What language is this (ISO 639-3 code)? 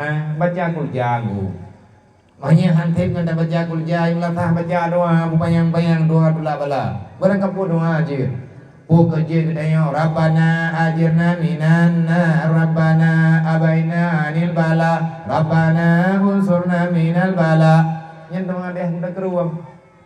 ace